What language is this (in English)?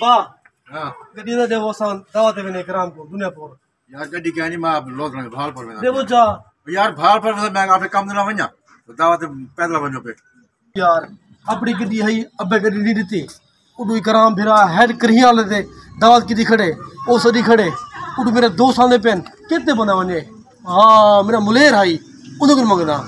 Saraiki